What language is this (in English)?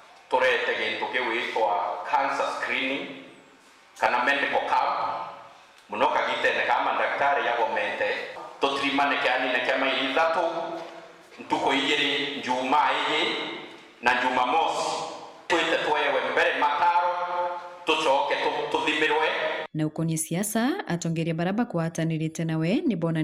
Meru